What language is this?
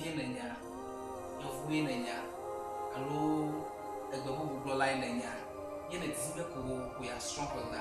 Ewe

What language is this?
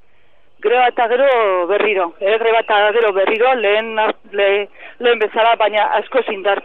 Basque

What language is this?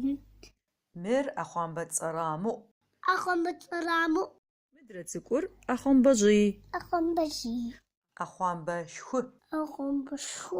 Adyghe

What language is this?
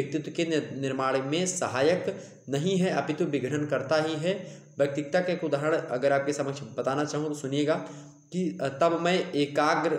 Hindi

